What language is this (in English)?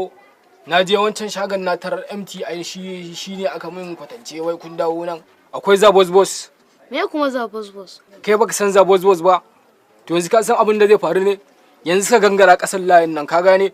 Hausa